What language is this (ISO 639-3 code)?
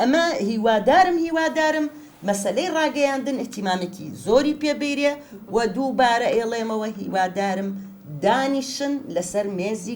ckb